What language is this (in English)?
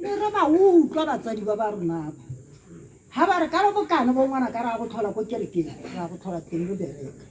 Tswana